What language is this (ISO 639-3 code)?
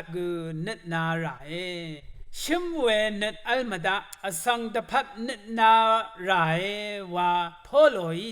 raw